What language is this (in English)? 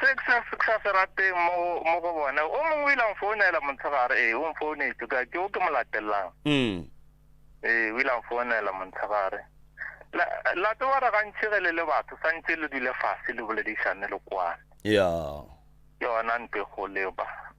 Northern Sotho